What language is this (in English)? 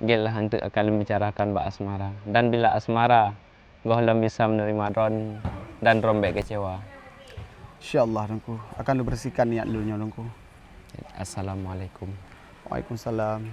Achinese